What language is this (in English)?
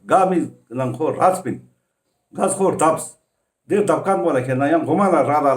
Ladakhi